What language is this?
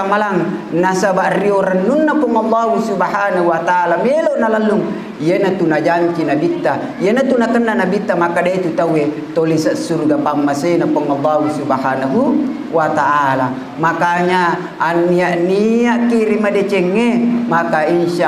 Buginese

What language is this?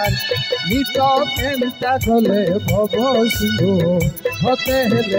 Odia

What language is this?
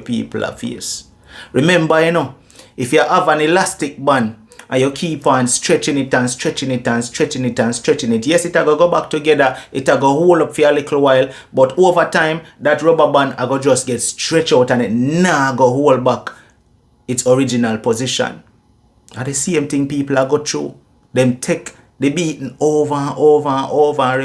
Jamaican Creole English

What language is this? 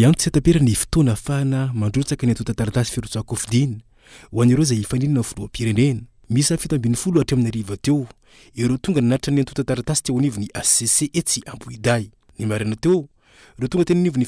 Malagasy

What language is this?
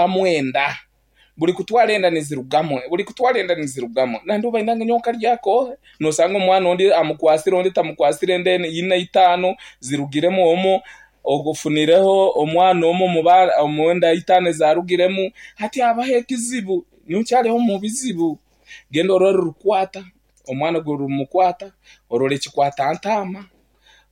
Nyankole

